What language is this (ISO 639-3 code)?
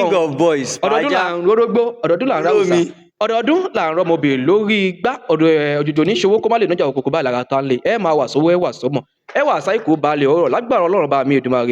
yor